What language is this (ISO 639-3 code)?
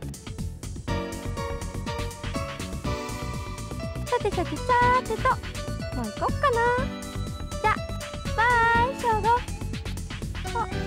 jpn